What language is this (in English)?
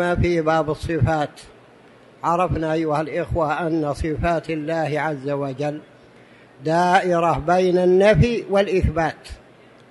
Arabic